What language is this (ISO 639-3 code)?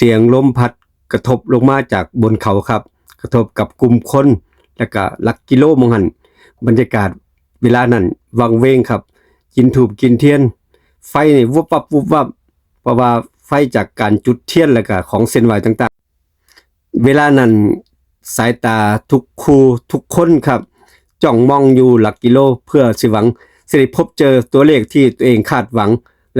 tts